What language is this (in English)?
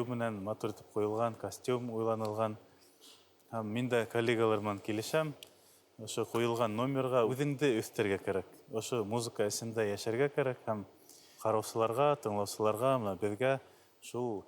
Bashkir